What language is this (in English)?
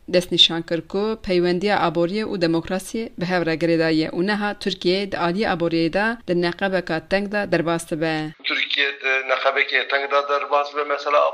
Kurdish